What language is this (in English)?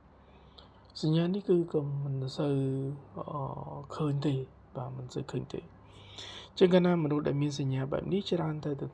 Khmer